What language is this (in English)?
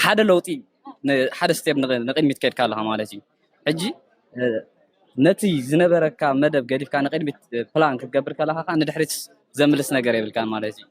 Tigrinya